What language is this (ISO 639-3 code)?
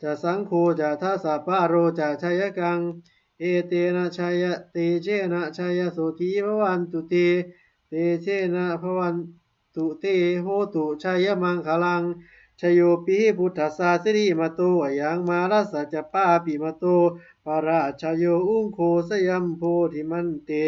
pli